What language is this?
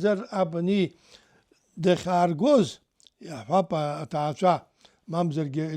Abkhazian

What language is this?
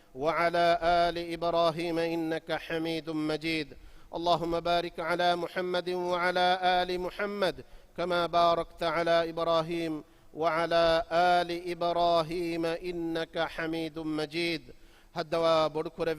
Divehi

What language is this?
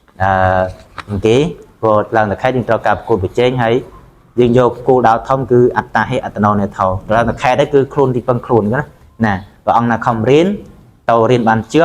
Khmer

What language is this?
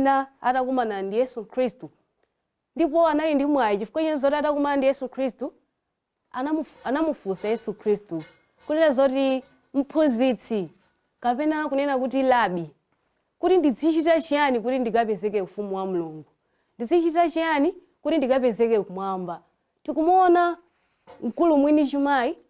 Nyanja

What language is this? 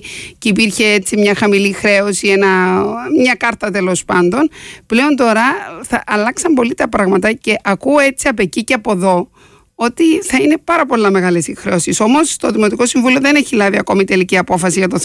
Greek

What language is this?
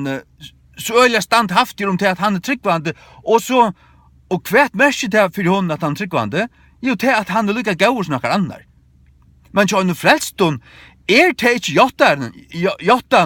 Faroese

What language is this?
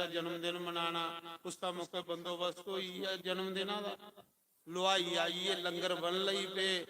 Dogri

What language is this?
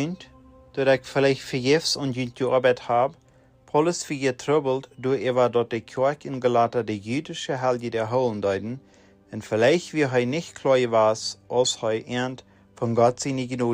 Plautdietsch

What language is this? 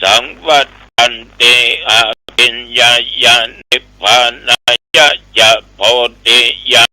Pali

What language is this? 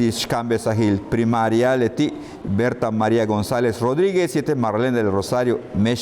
Yucateco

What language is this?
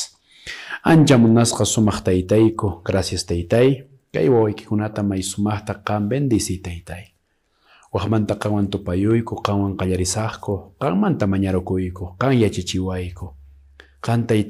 Quechua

